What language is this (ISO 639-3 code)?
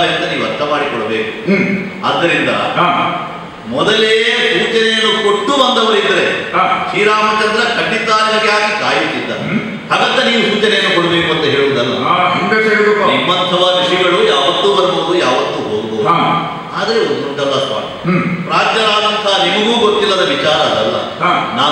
kan